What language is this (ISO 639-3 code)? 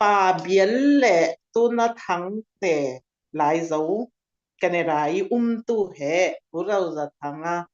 cfm